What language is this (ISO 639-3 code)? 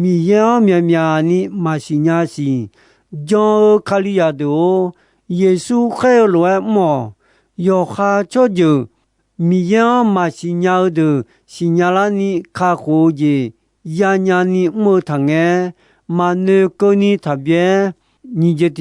ahk